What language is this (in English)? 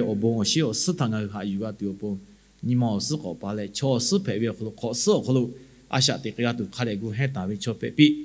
Lahu